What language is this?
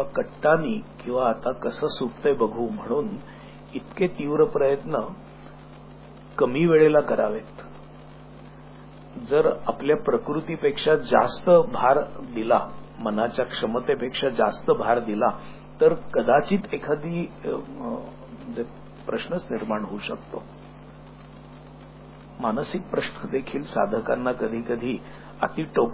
Marathi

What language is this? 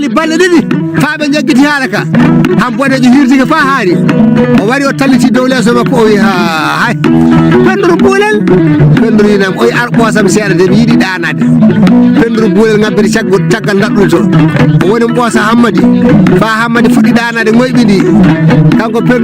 Fula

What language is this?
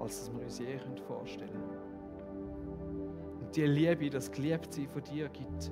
Swiss German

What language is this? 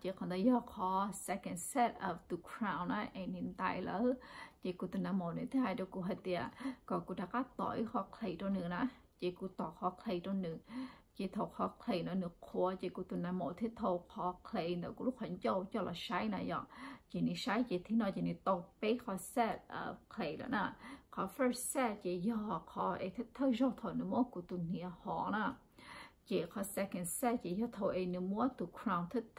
Hmong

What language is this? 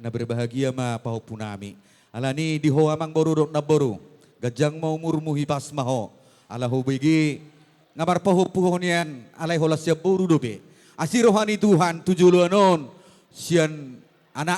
Batak Toba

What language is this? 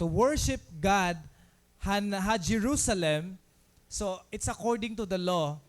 Waray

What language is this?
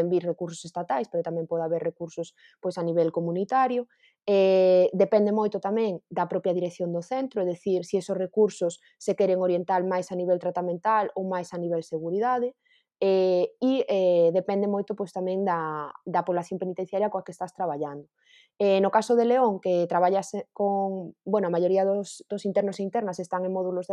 Galician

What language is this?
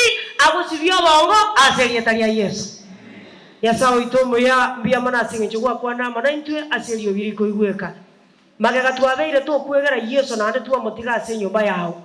Gusii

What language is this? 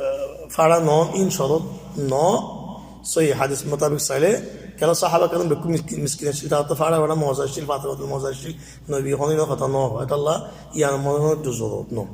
Rohingya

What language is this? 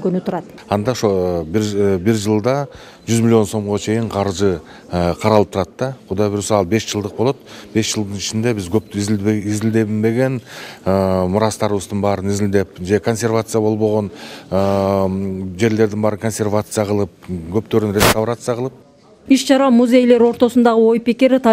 Kyrgyz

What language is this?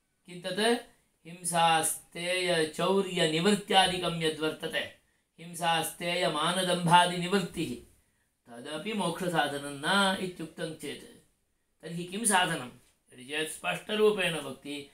Sanskrit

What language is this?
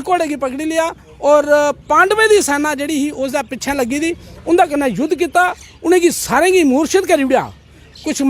Dogri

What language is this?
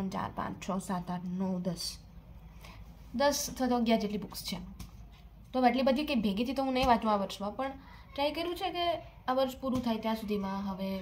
Gujarati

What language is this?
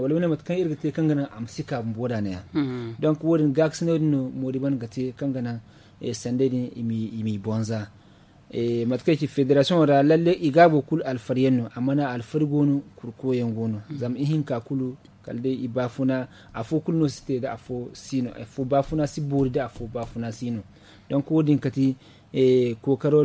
Zarma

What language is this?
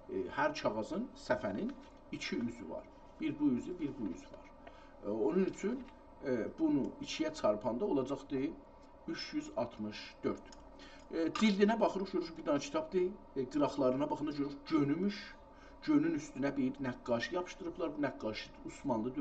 South Azerbaijani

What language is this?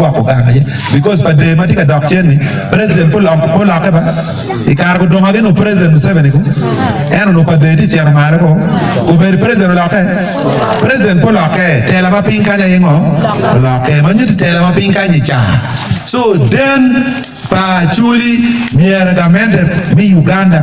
Acoli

